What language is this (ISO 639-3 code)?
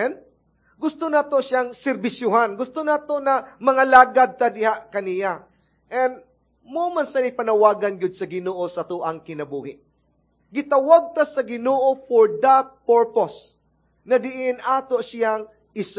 ceb